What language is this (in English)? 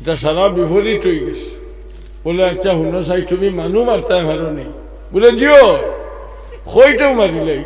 Sylheti